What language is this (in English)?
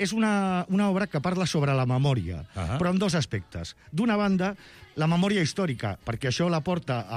Catalan